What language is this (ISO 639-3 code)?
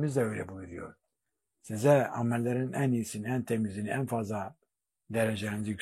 tur